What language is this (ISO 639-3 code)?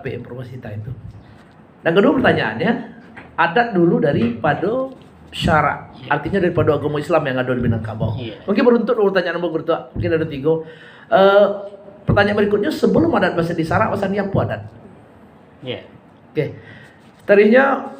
min